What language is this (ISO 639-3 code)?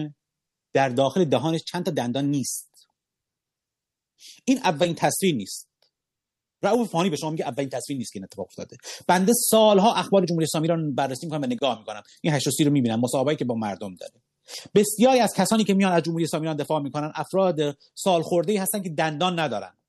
fas